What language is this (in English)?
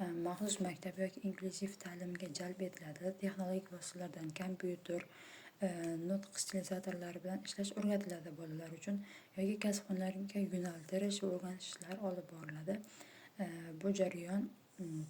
Uzbek